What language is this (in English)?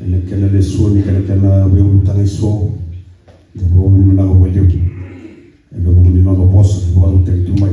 Fijian